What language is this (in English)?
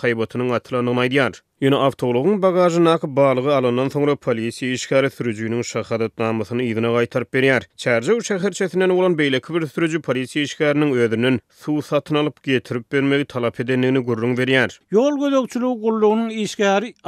Turkmen